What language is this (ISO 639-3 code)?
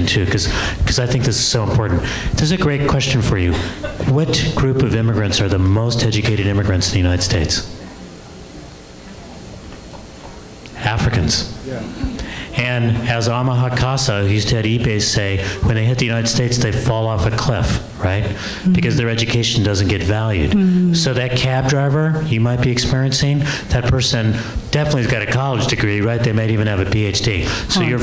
eng